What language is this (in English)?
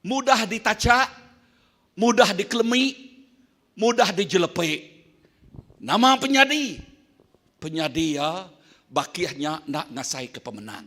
Iban